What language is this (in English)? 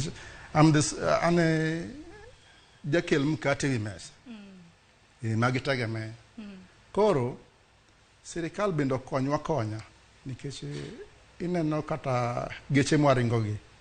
Luo (Kenya and Tanzania)